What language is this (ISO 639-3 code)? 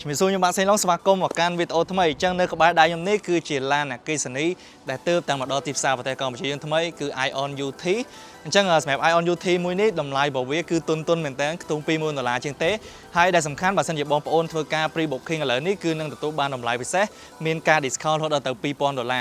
khm